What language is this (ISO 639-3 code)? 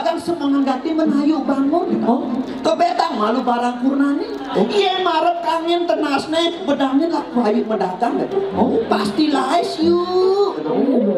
ban